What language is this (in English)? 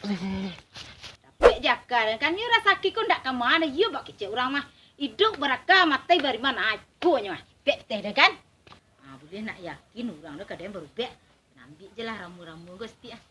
Minangkabau